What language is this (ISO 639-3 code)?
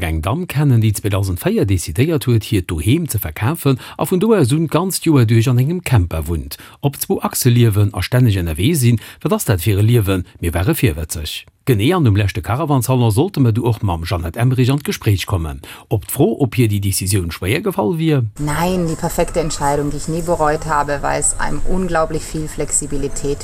ltz